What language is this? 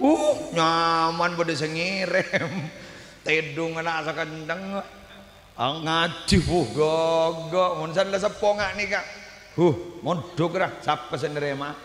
Madurese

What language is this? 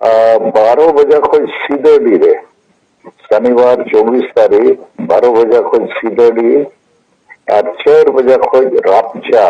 Santali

